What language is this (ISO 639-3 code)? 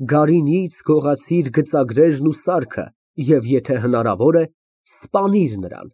hye